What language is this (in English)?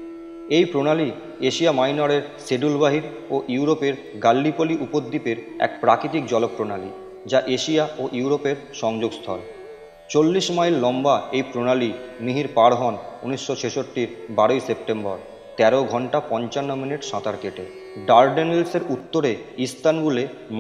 Bangla